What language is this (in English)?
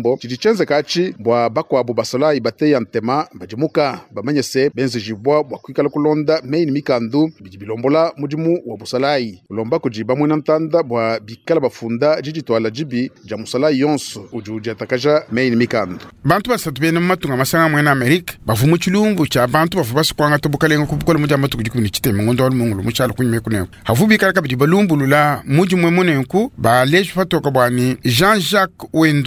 Luba-Lulua